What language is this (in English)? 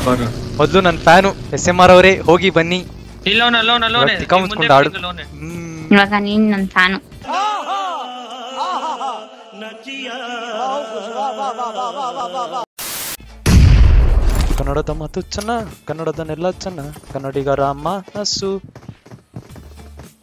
Kannada